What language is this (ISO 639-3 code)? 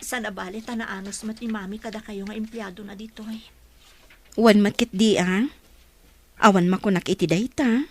ilo